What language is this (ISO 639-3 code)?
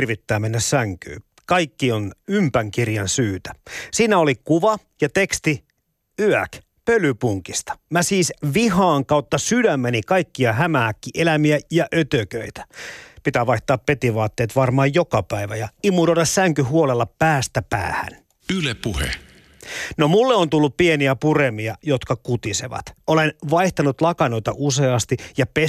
fin